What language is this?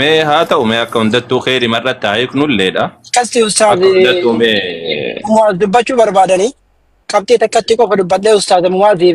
Oromo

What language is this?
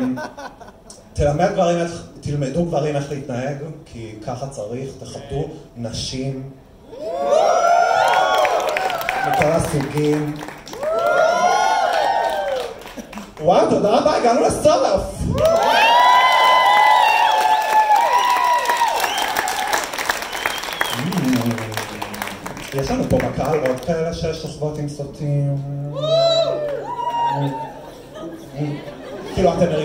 Hebrew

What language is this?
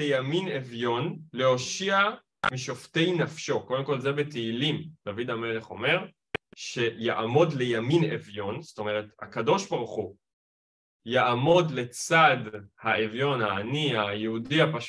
Hebrew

